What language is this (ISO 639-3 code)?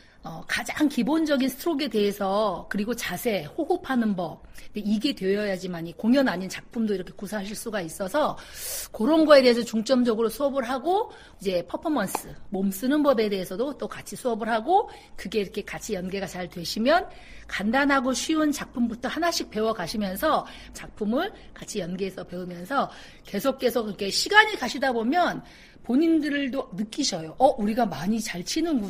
kor